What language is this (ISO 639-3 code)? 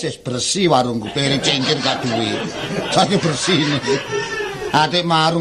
jav